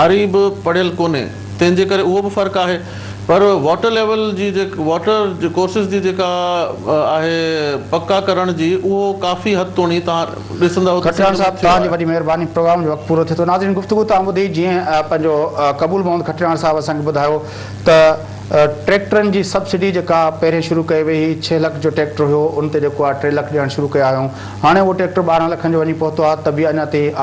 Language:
Sindhi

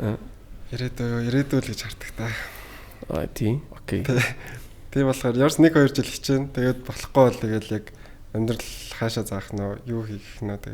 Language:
Mongolian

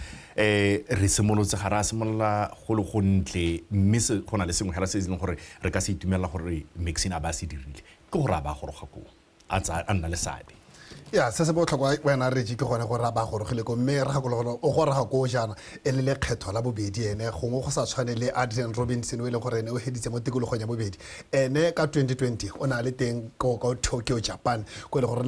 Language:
Tswana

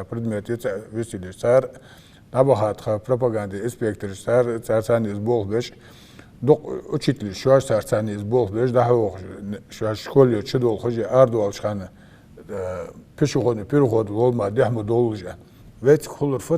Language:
Ingush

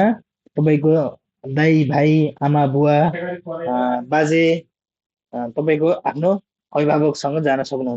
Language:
Nepali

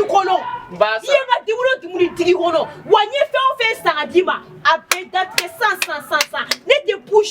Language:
Bambara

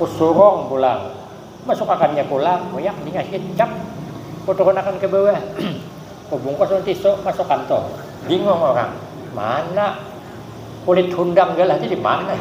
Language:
Banjar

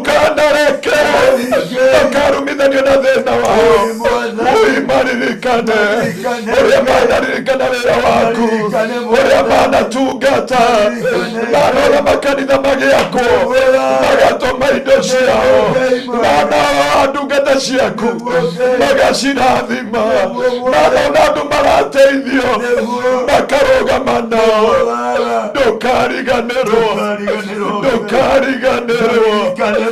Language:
Kikuyu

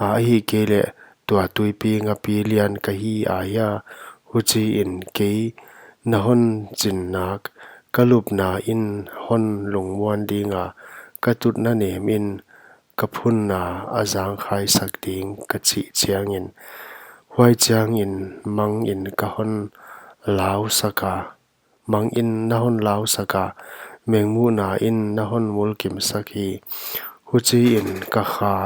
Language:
Paite Chin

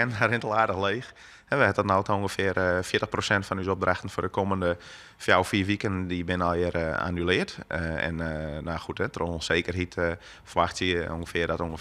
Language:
Western Frisian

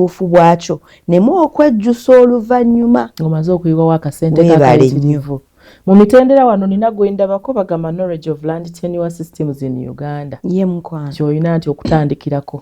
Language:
Ganda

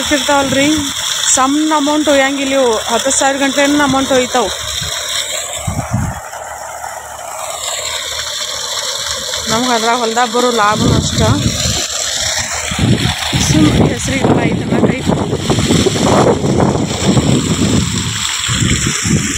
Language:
Kannada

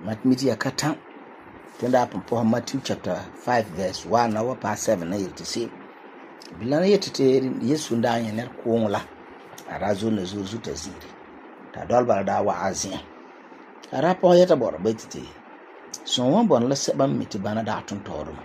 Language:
Frafra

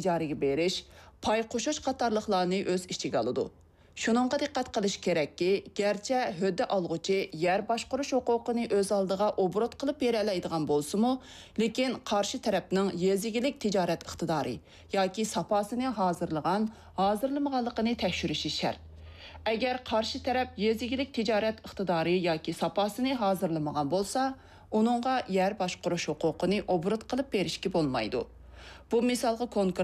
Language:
Uyghur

